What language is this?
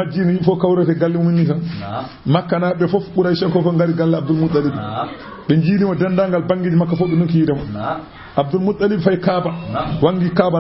Fula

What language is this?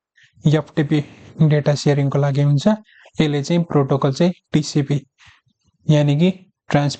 Nepali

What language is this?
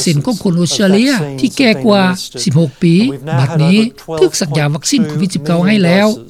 Lao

